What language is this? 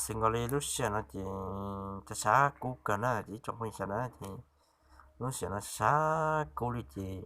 Hmong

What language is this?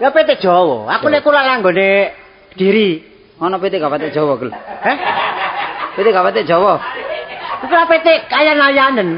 Javanese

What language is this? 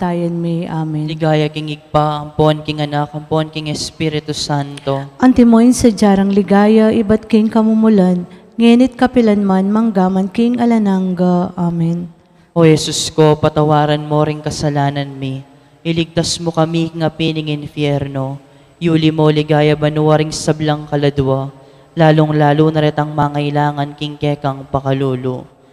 Pampanga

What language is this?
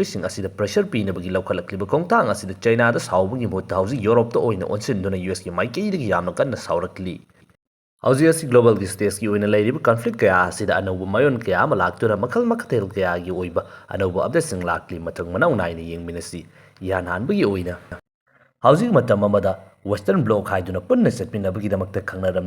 Manipuri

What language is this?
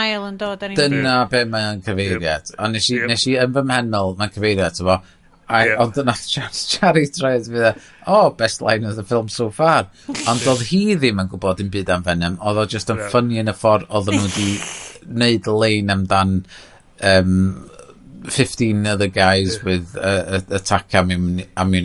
Welsh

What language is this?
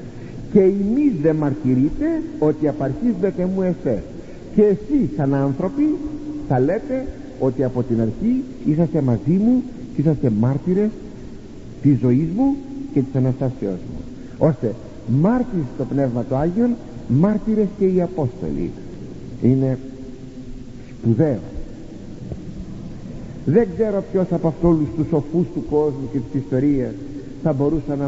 Greek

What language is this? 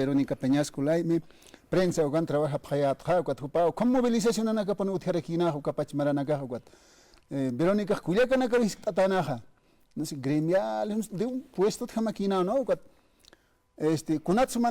Aymara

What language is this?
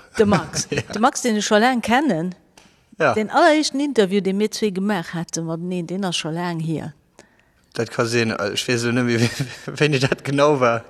Luxembourgish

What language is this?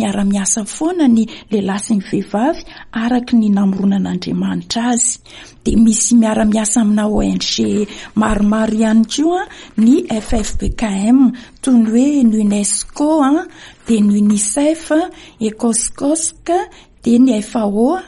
Malagasy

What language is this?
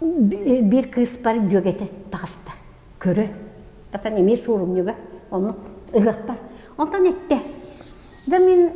Yakut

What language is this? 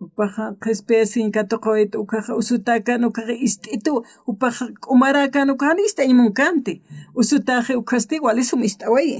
Aymara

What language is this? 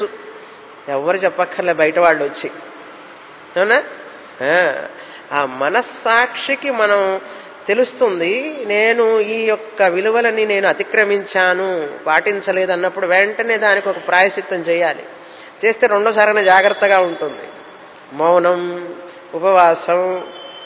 Telugu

